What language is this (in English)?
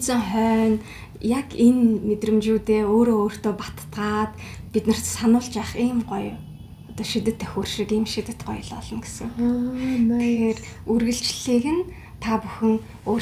Mongolian